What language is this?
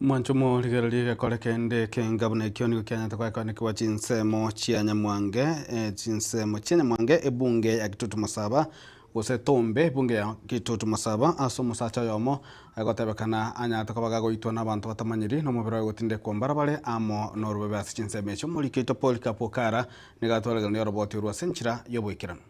Gusii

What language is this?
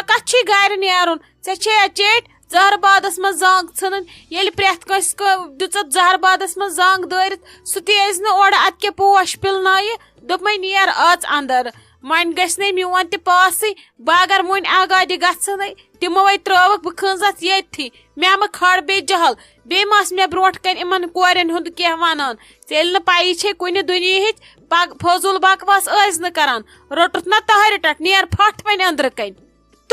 Kashmiri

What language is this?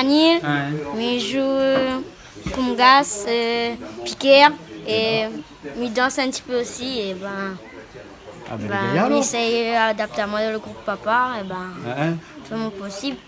Réunion Creole French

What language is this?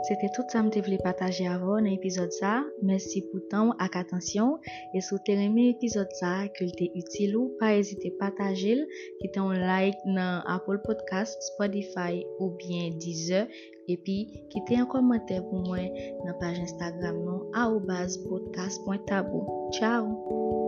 Haitian Creole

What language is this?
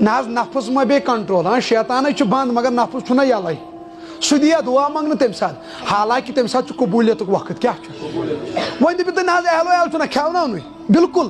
Kashmiri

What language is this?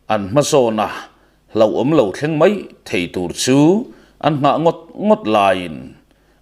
Mizo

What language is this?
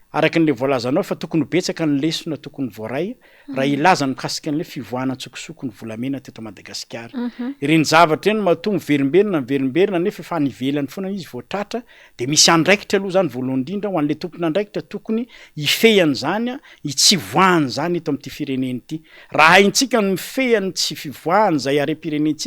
Malagasy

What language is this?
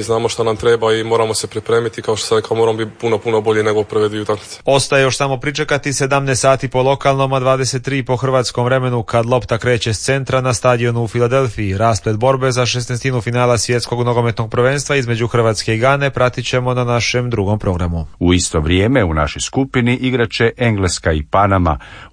Croatian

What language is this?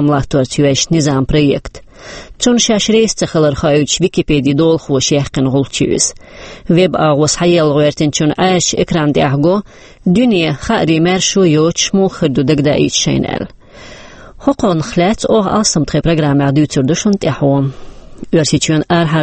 Chechen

